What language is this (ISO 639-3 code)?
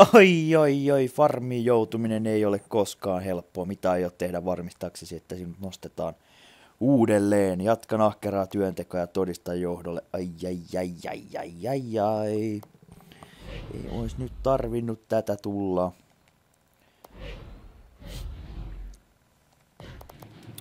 fin